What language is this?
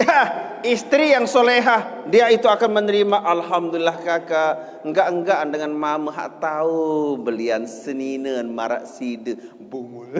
Sasak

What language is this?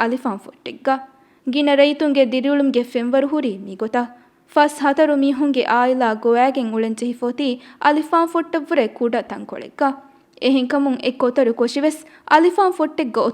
Divehi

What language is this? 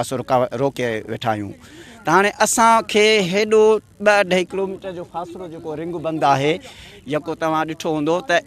Sindhi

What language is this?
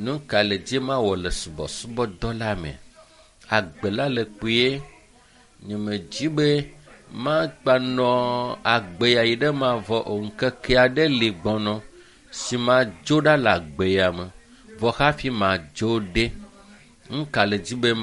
Ewe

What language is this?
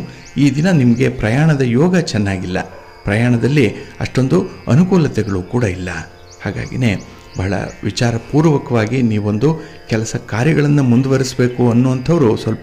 Kannada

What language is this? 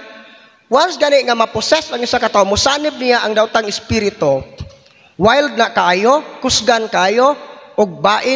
Cebuano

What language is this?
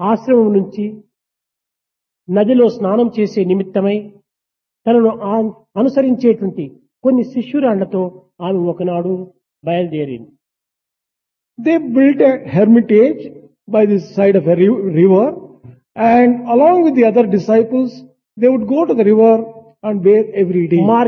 Telugu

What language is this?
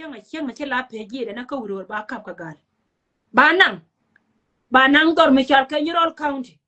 Nuer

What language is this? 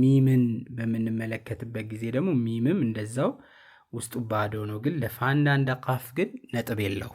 Amharic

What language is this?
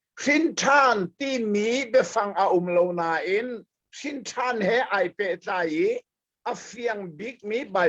Hakha Chin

